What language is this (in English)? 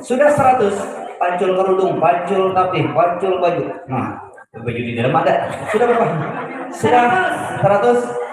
Banjar